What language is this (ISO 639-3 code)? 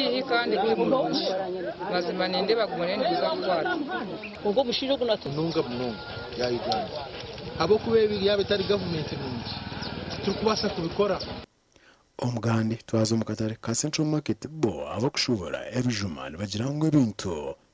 nyn